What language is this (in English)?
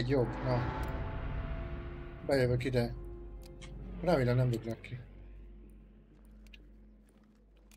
Hungarian